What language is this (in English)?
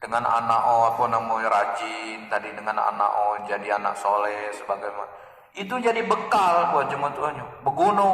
Central Malay